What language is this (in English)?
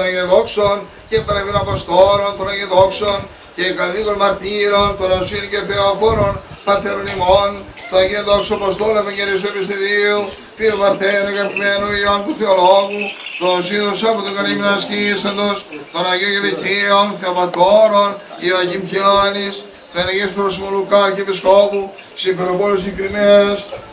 Greek